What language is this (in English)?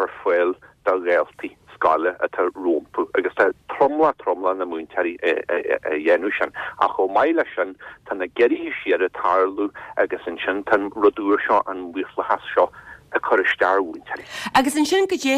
Irish